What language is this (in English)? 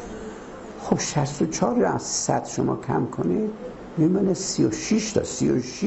Persian